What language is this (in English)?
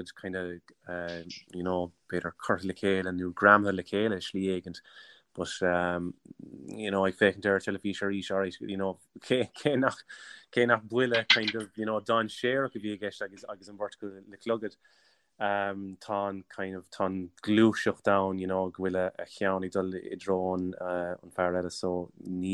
Irish